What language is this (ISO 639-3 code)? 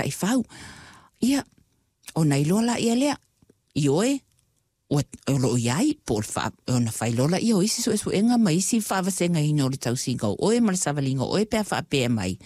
smo